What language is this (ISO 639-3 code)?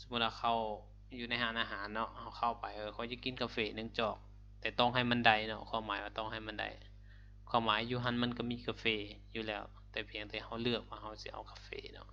lao